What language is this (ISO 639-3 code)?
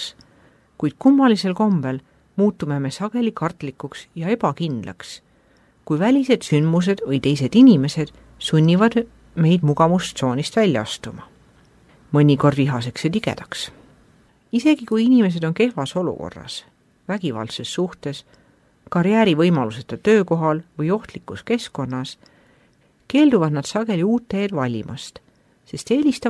est